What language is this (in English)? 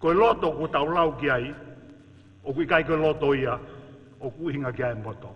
Tongan